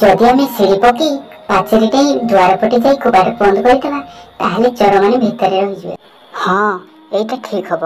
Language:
Odia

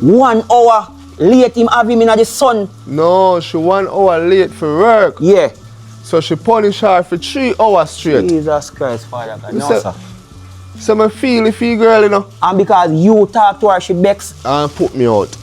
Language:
Jamaican Creole English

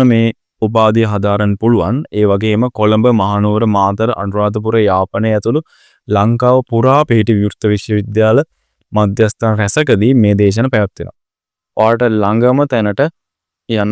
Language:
Sinhala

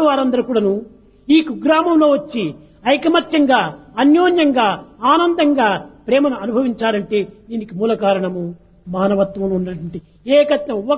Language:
Telugu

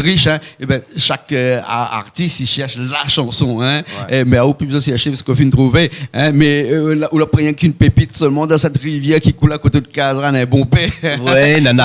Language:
Réunion Creole French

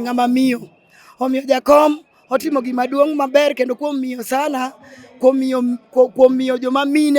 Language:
Luo (Kenya and Tanzania)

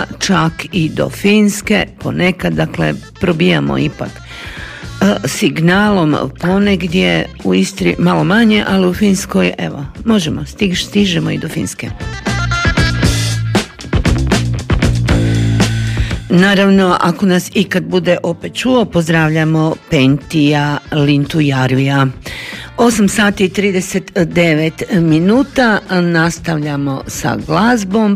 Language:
Croatian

